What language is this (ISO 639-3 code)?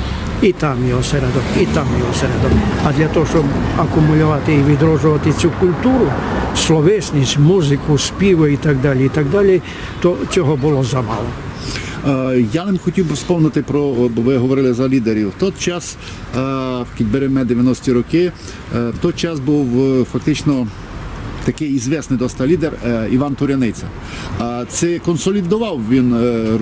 rue